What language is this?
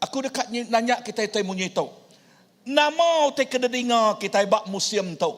Iban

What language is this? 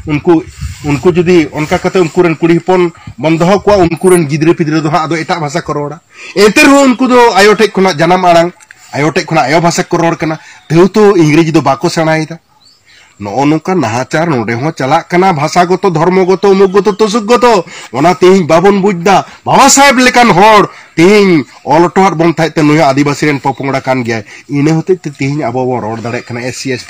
Santali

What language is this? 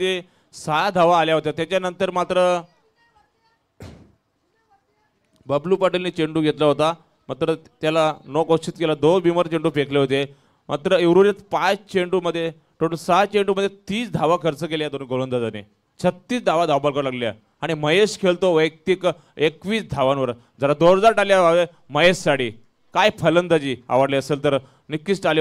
Marathi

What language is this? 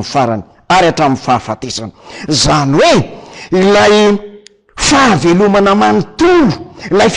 Malagasy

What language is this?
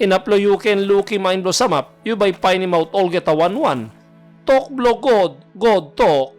Tok Pisin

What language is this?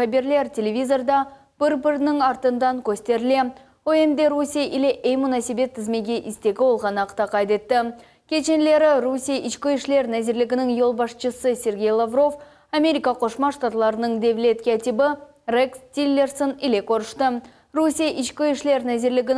Crimean Tatar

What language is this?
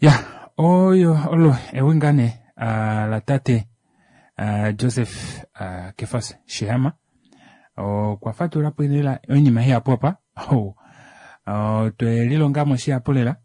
Kuanyama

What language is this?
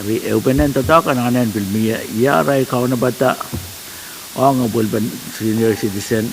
Pohnpeian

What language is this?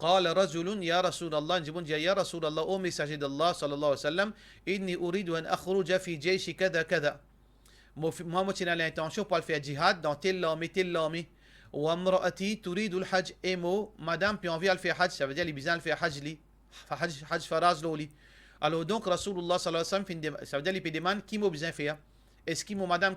Morisyen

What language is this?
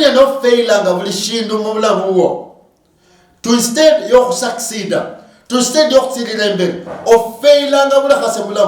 Luyia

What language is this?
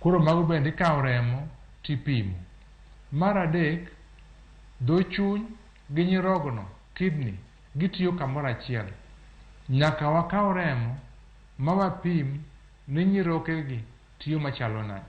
Luo (Kenya and Tanzania)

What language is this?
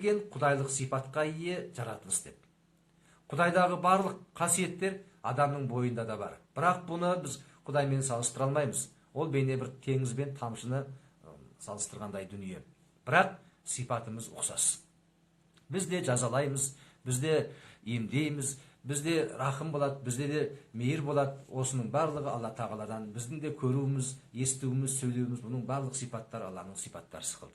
Kazakh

